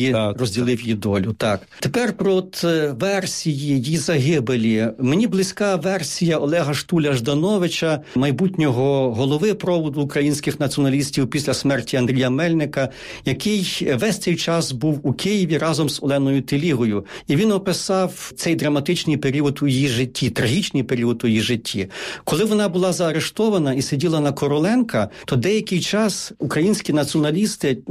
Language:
Ukrainian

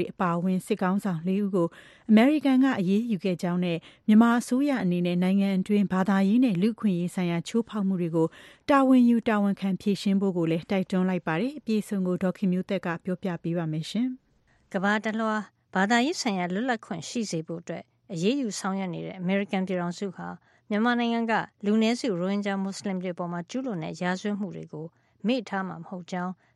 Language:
Burmese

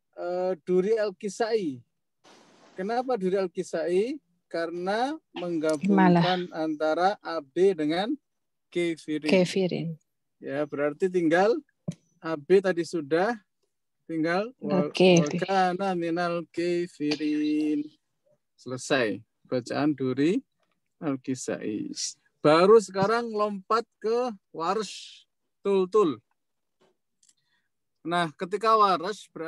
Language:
Indonesian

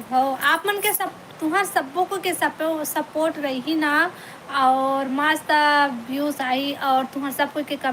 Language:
Chhattisgarhi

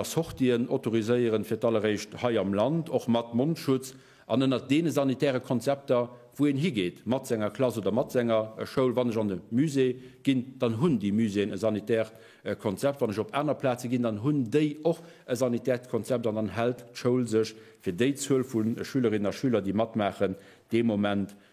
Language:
Luxembourgish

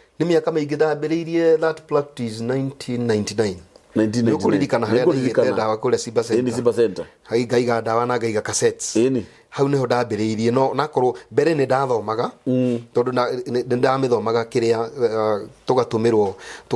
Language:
Kikuyu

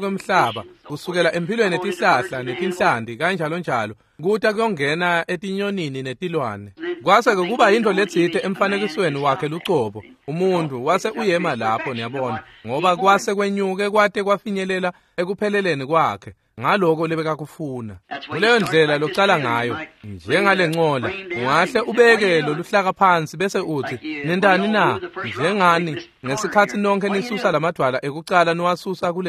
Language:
Swati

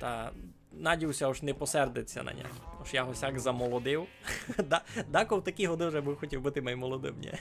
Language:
Rusyn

